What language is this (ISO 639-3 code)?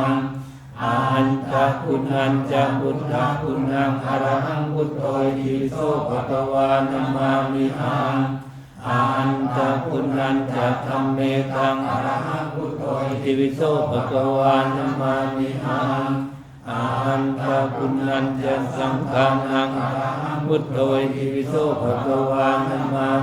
pli